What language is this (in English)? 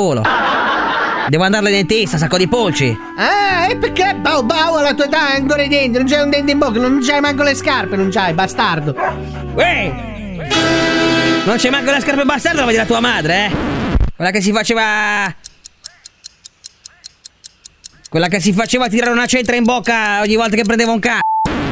Italian